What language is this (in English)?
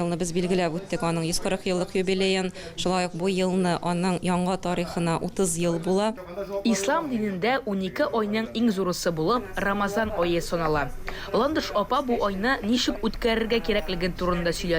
Tatar